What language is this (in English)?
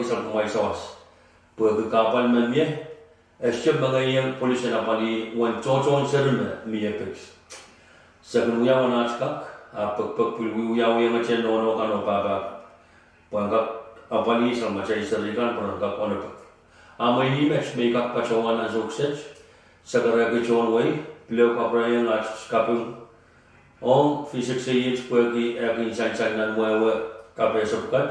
Pohnpeian